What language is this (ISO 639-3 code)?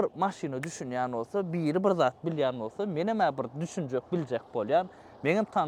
tuk